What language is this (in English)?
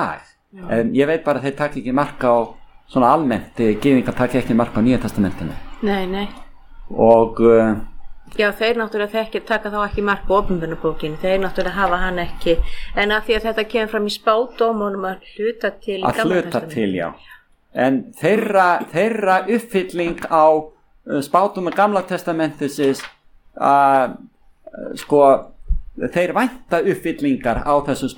Icelandic